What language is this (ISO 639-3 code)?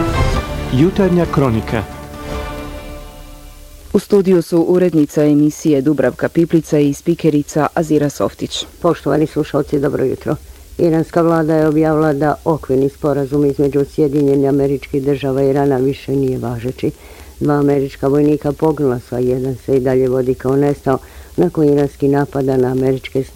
bos